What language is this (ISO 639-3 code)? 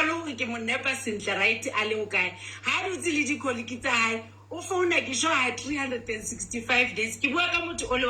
sot